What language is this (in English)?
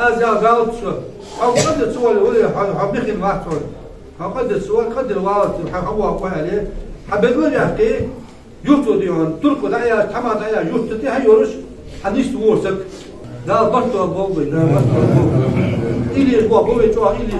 Ingush